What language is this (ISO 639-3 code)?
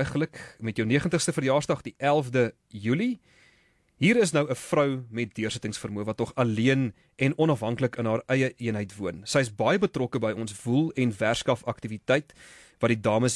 afr